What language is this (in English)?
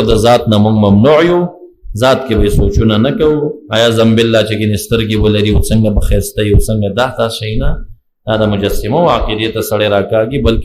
Pashto